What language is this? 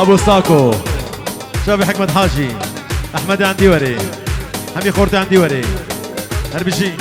Kurdish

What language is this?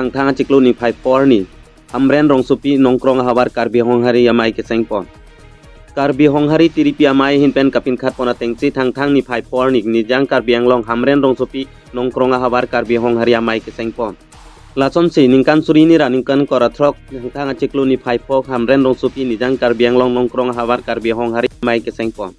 Karbi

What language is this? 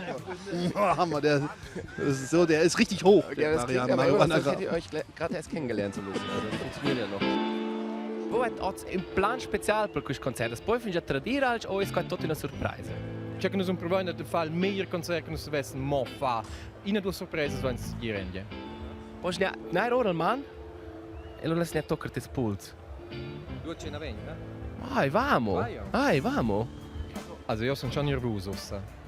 Romansh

